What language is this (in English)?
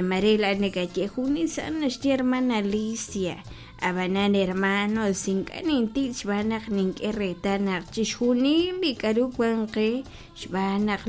Kekchí